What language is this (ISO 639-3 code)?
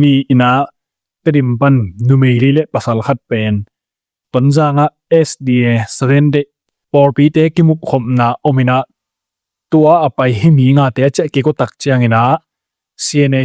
ctd